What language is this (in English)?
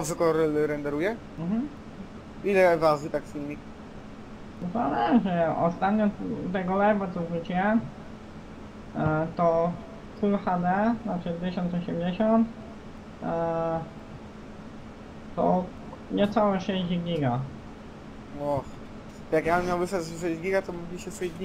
Polish